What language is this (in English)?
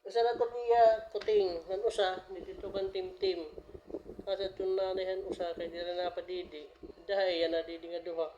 Waray